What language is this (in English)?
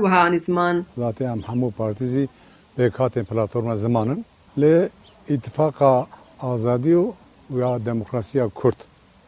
Kurdish